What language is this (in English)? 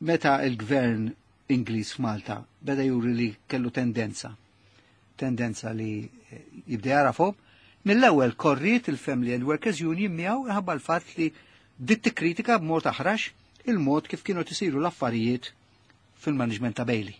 Maltese